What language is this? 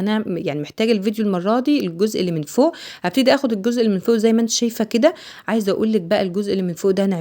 Egyptian Arabic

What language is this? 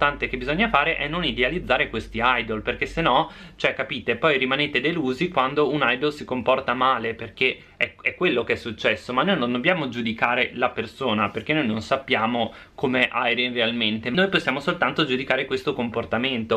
Italian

